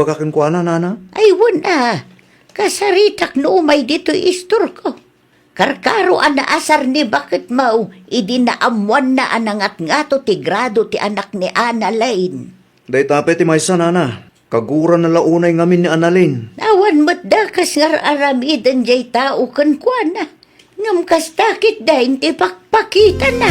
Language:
Iloko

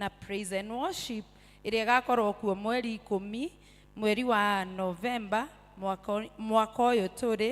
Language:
Kikuyu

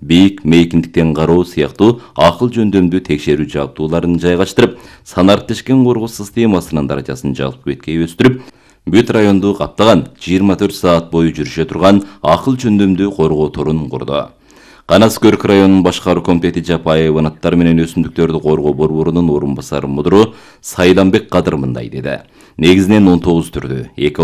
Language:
Kyrgyz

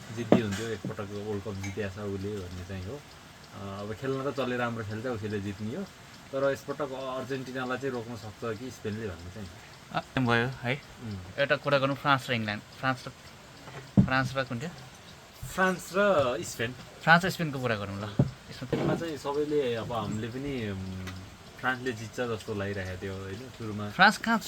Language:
Nepali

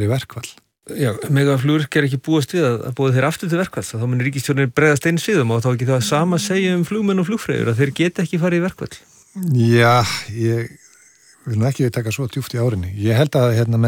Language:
Icelandic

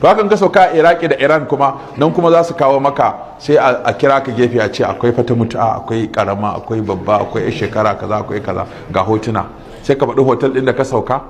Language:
Hausa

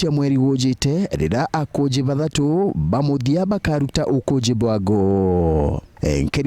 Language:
Meru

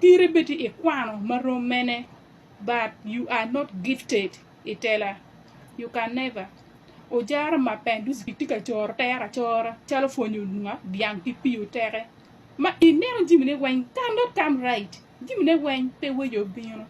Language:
Acoli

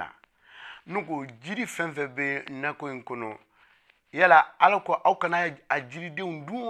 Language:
Bambara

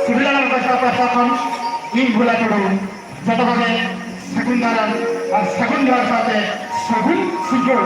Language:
Santali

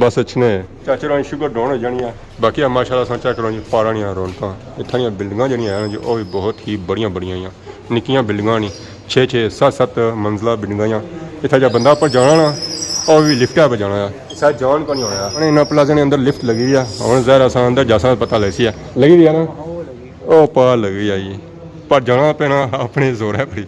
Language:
Pahari-Potwari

